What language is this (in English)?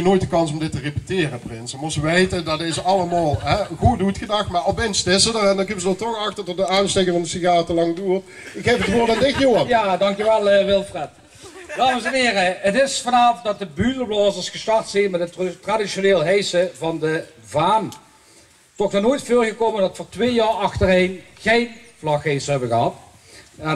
Limburgish